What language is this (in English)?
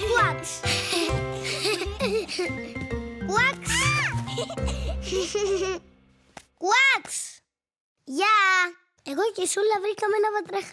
Greek